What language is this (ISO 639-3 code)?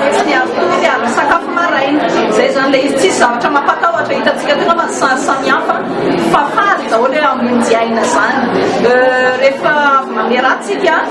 mlg